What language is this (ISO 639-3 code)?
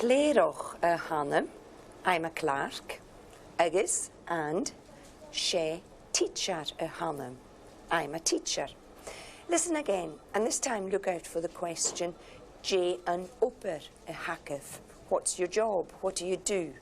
gla